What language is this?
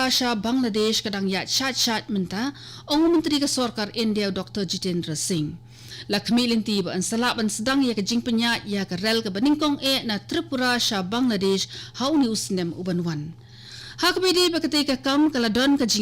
Khasi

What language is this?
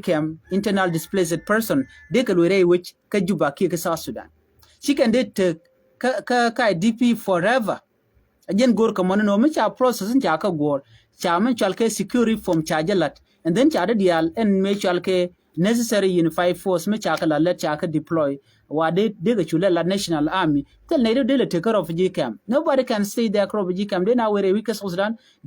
Nuer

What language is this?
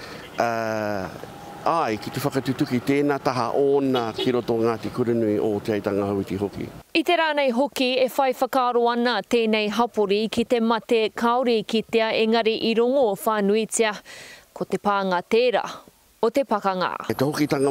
Māori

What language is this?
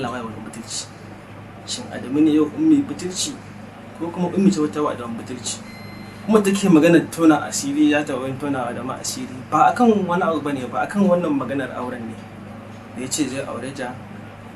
Hausa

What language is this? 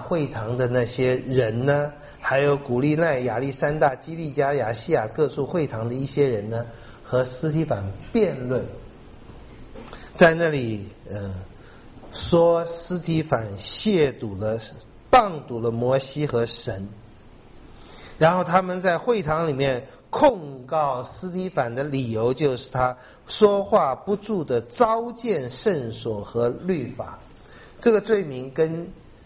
Chinese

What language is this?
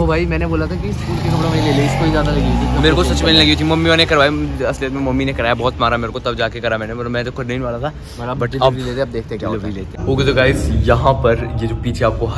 Hindi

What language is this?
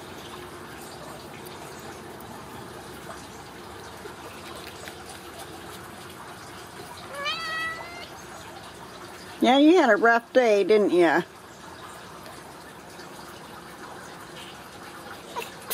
English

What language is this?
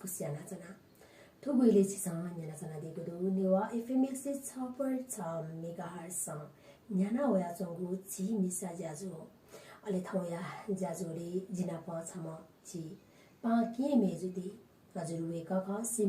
Newari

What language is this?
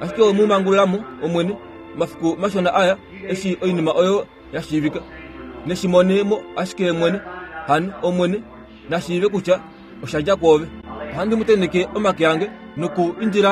Kuanyama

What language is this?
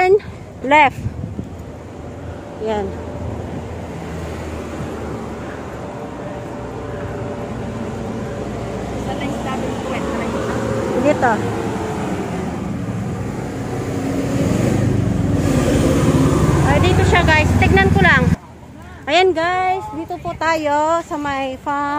Filipino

